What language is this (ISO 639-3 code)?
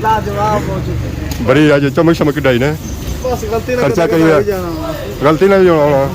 phr